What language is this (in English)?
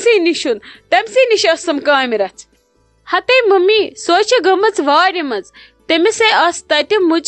Kashmiri